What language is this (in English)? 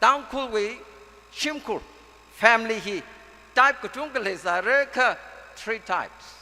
Tangkhul Naga (India)